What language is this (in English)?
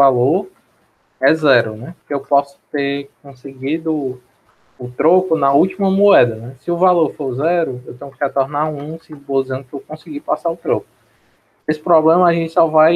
Portuguese